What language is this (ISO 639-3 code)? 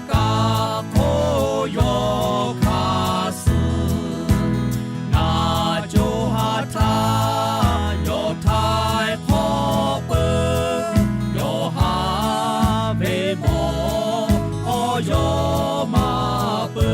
lhu